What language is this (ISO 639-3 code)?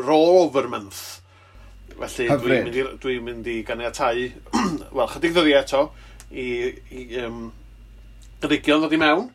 cym